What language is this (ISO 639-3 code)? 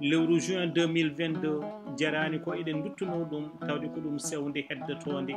ful